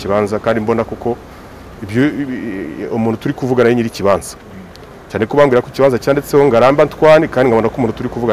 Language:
Kinyarwanda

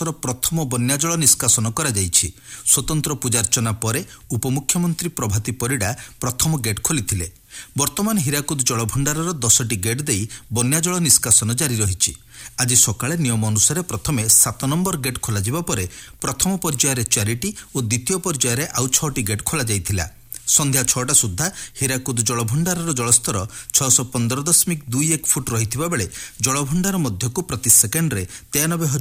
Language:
Odia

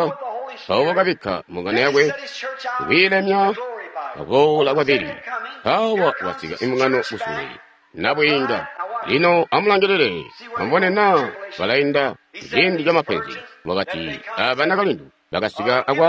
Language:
Tonga (Zambia)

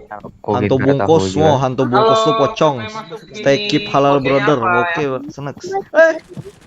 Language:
Banjar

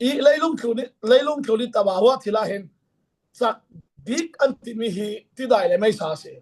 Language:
Falam Chin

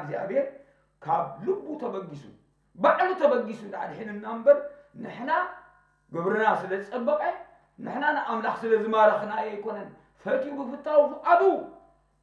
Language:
Tigrinya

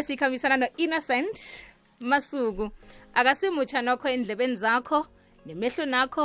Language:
South Ndebele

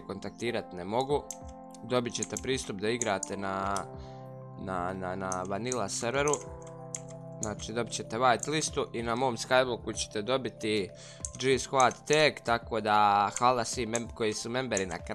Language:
Croatian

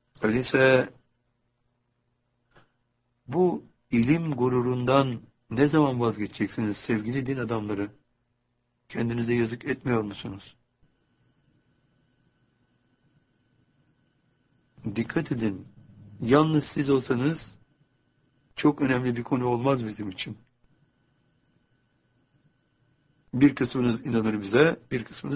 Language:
Turkish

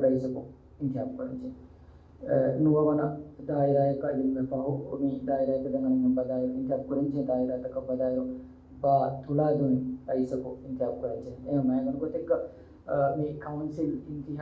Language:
Divehi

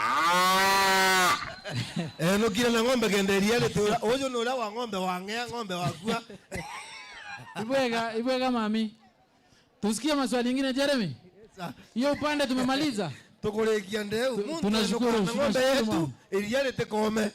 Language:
Meru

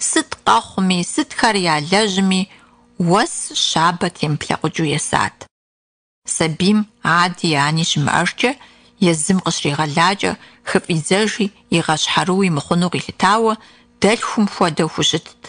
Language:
Kabardian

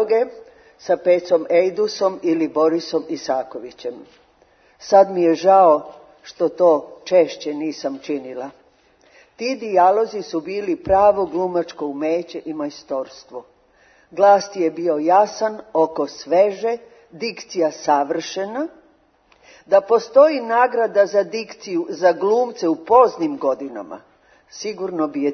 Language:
Serbian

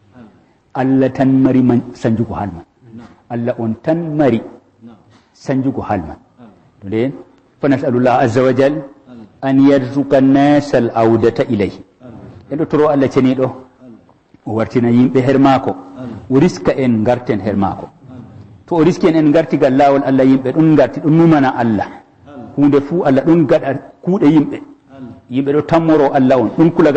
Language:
Fula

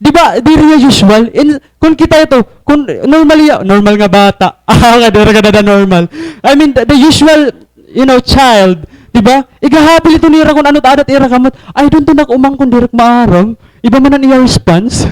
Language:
Waray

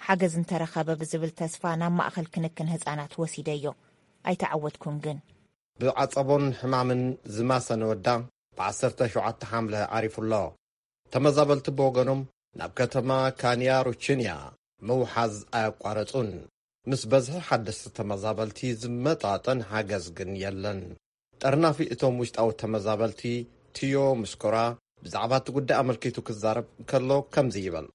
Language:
Tigrinya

